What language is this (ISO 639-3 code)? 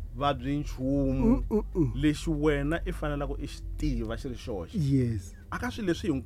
tso